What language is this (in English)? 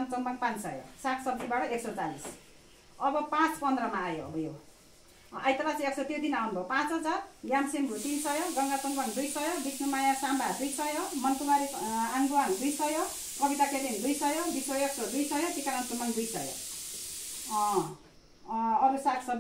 Nepali